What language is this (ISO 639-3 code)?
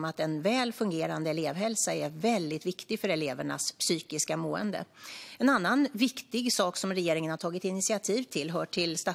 swe